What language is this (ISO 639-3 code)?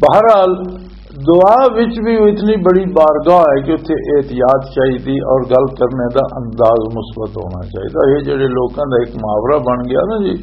lah